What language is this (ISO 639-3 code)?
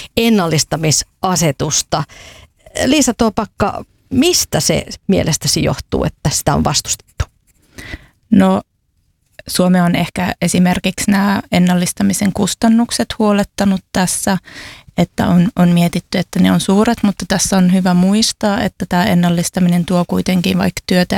fin